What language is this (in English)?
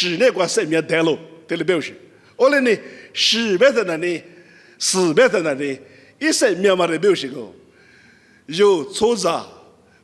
Lisu